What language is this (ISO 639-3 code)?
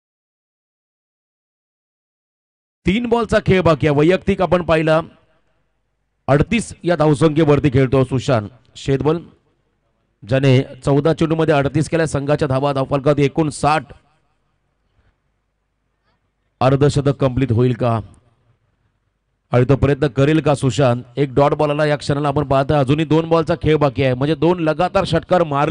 mar